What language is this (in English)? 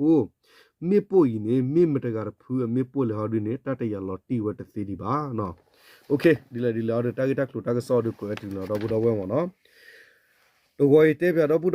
S'gaw Karen